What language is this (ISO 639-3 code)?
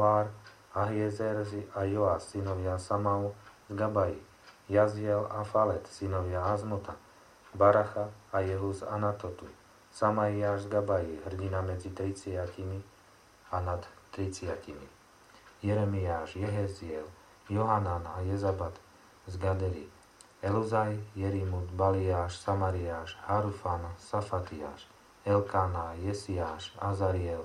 slk